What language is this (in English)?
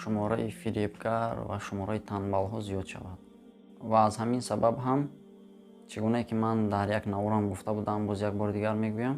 Tajik